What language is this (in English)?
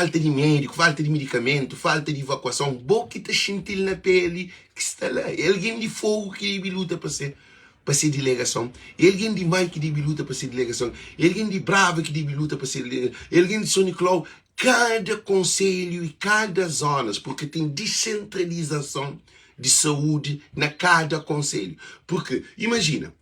Kabuverdianu